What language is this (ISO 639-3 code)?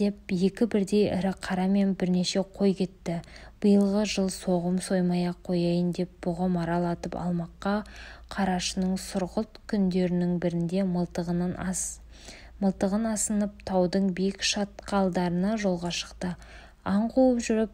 kaz